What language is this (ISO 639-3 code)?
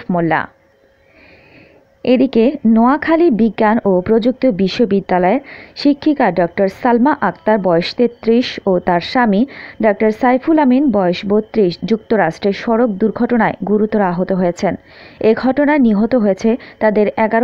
ben